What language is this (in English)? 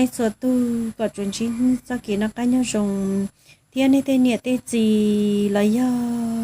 Hmong